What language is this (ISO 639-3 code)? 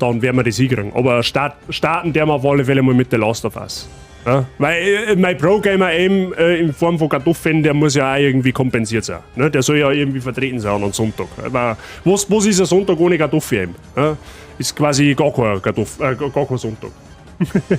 bar